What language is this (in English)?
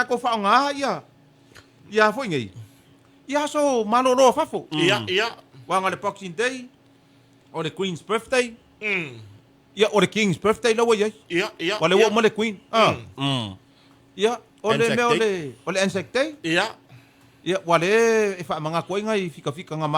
Samoan